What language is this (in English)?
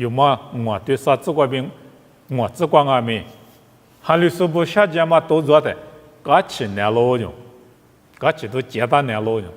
Lisu